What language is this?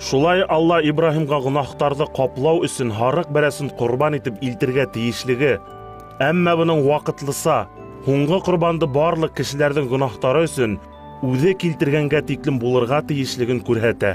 Bashkir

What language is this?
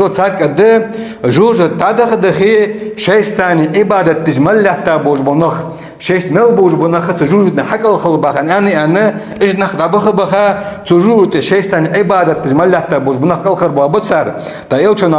Ingush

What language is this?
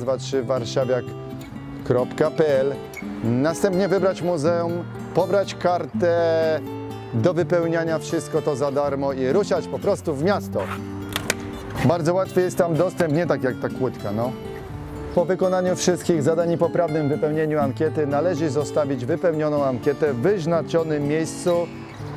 Polish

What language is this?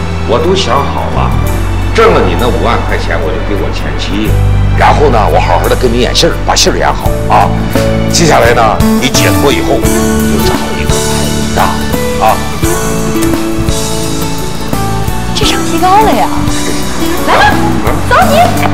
Chinese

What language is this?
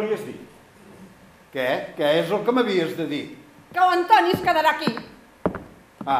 Catalan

